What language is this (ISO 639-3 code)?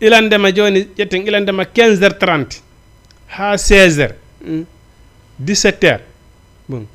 ful